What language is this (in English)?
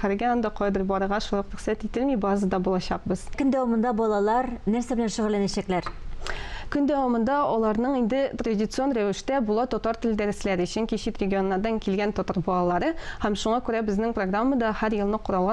Tatar